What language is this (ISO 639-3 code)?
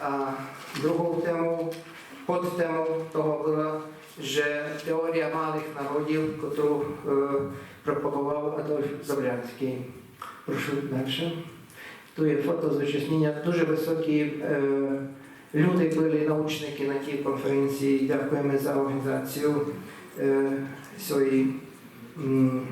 rue